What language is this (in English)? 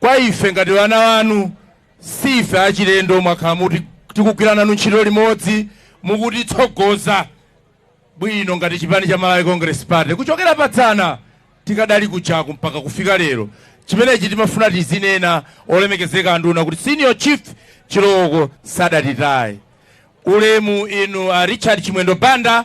Nyanja